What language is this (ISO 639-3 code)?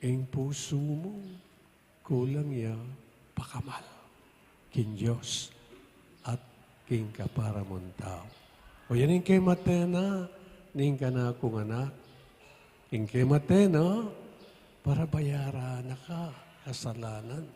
pam